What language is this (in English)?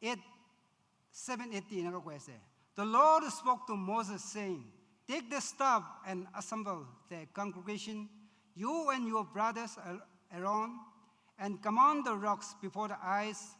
Naga Pidgin